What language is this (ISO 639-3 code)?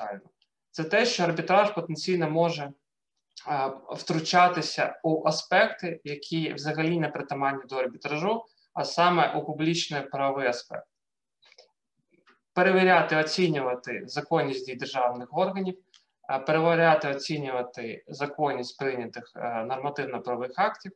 ukr